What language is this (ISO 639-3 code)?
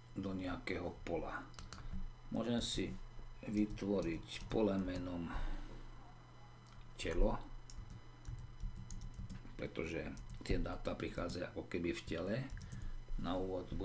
slk